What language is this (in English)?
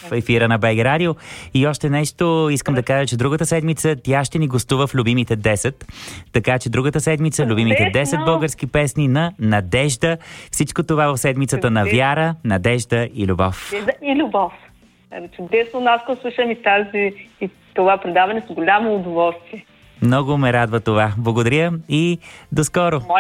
Bulgarian